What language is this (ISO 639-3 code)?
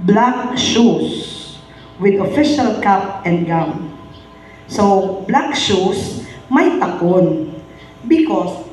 hil